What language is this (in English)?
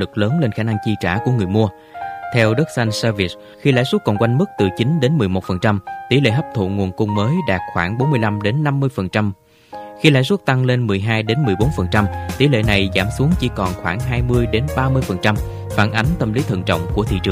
Vietnamese